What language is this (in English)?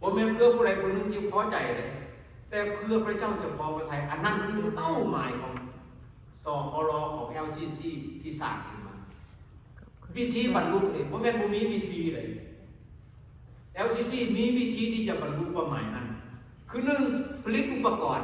Lao